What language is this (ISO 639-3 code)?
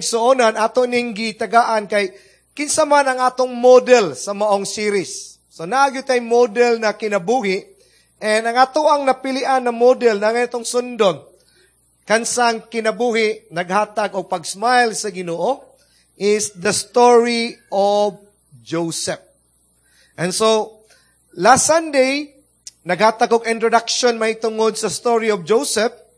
ceb